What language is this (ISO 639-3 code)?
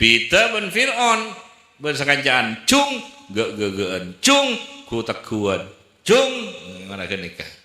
mad